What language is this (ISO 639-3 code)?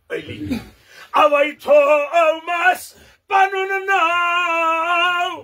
kas